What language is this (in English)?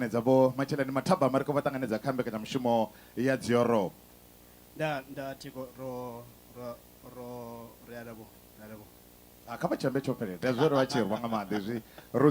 Venda